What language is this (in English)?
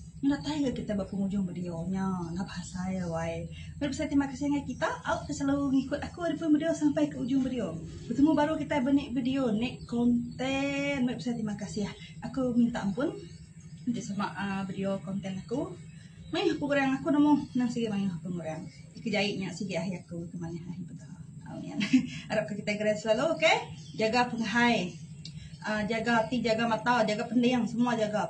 Iban